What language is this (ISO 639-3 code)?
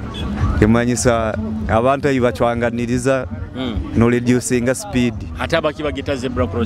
nyo